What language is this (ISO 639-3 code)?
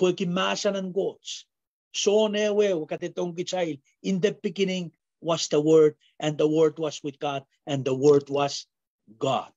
pon